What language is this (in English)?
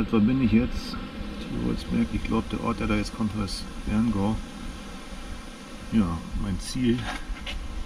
German